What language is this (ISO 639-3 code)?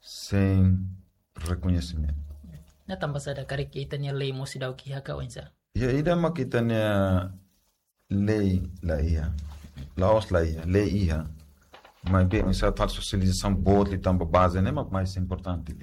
tet